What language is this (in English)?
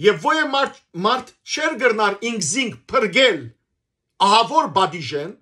Western Armenian